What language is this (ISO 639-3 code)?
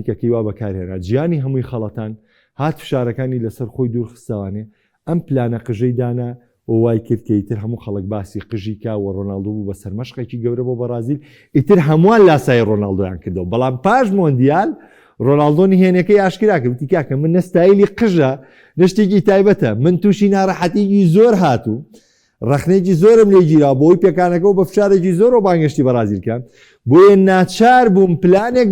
ckb